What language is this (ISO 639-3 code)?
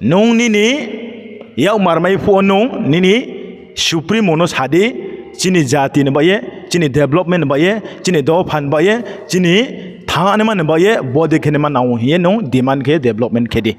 ria